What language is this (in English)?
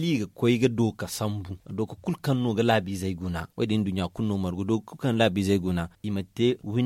Zarma